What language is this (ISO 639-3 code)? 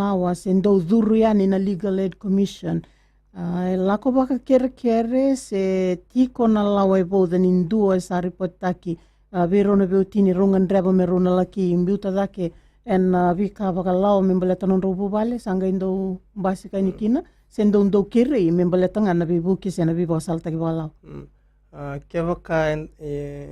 fij